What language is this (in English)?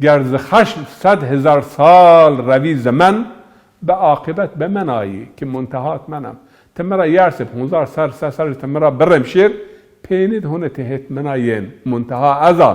Zaza